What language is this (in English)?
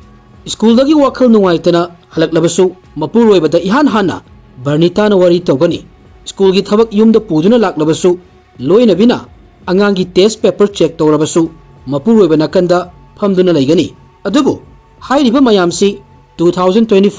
Manipuri